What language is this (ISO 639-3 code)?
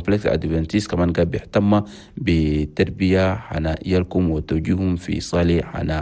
shu